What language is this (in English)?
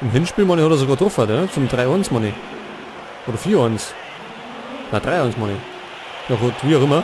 Bavarian